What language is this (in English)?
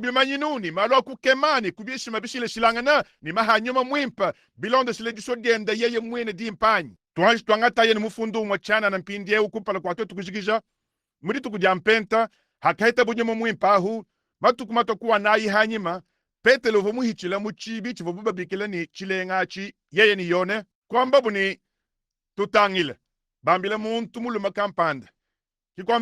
Luba-Lulua